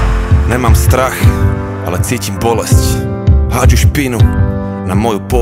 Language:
Slovak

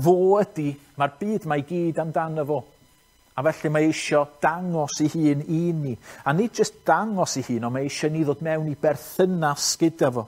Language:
Welsh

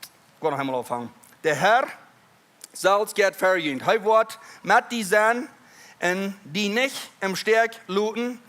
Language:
Plautdietsch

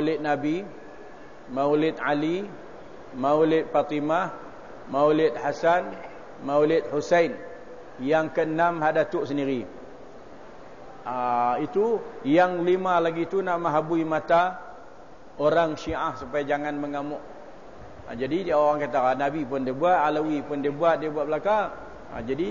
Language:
Malay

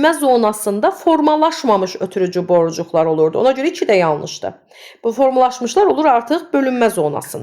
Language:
Azerbaijani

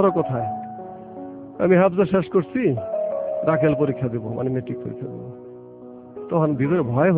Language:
Bangla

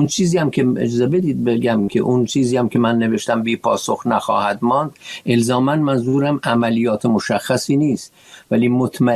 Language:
Persian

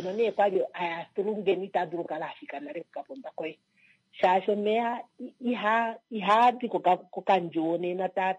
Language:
Kuanyama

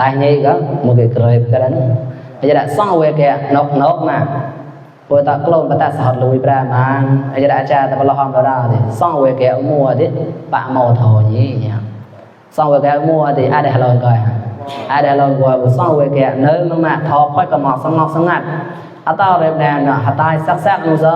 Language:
Mon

